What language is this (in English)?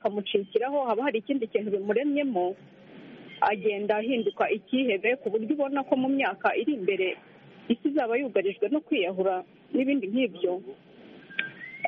Kinyarwanda